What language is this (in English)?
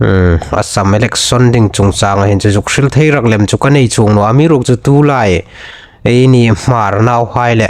Hmar